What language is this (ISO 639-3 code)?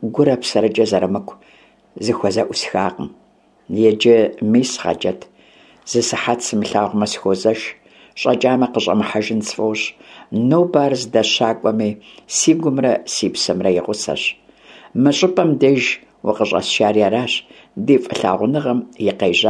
kbd